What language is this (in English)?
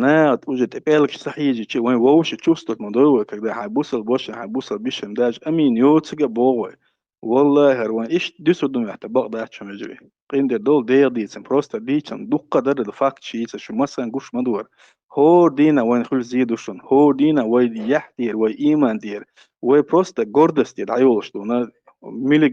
Chechen